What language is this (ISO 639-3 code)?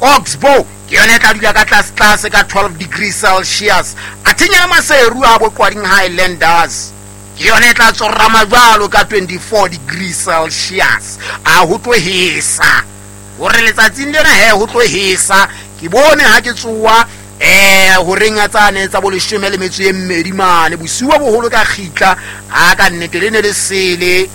sot